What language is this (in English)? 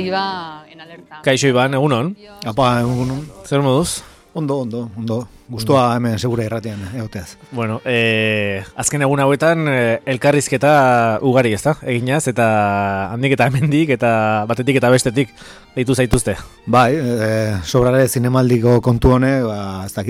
Basque